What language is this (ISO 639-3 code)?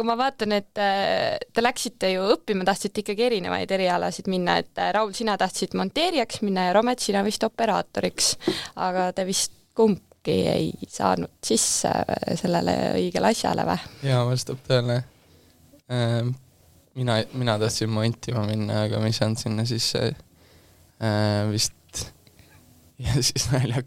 est